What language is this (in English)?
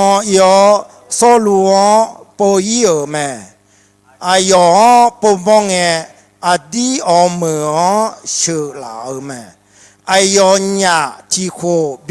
Akha